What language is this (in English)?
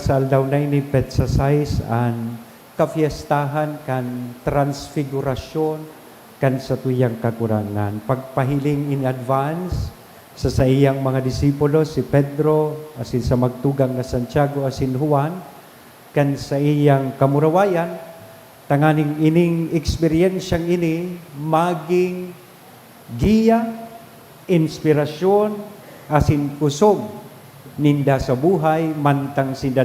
Bikol